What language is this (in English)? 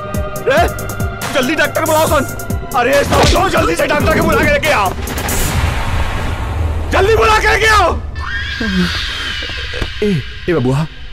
Bhojpuri